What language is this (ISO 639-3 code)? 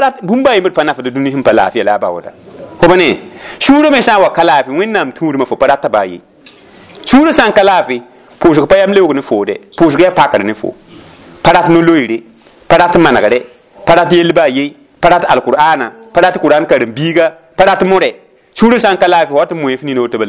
mos